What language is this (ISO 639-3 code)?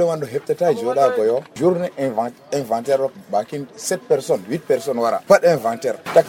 fuv